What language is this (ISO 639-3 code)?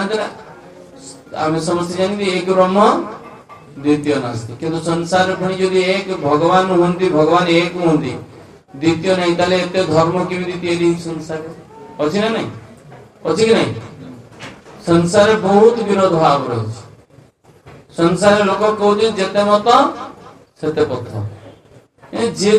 ori